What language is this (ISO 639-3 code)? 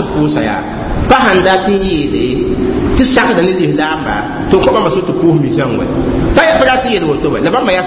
mos